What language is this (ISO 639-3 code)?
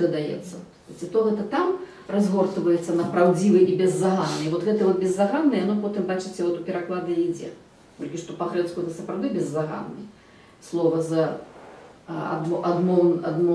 bel